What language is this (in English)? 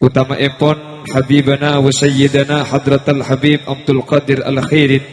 Madurese